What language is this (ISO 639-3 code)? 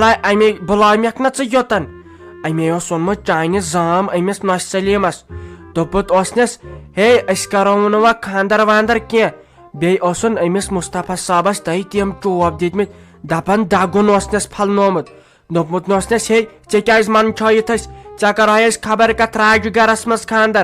kas